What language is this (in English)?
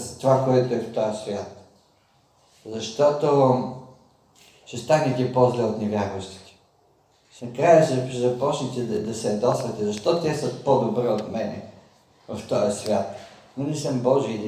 Bulgarian